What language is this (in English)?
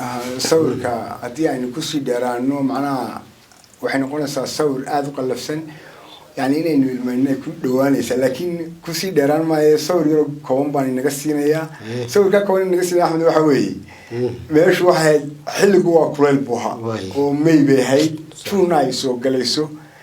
Somali